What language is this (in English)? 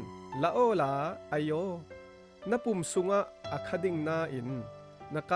Falam Chin